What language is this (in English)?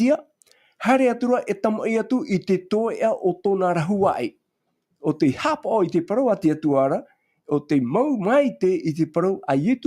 Tahitian